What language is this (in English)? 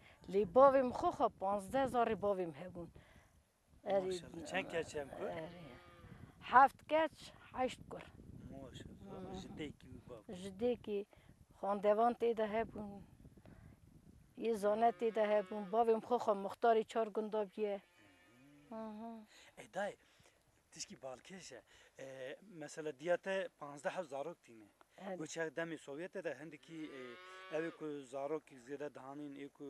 Kurdish